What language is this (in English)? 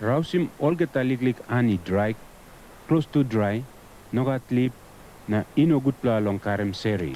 Tok Pisin